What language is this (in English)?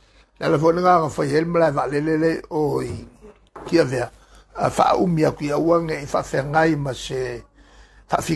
Samoan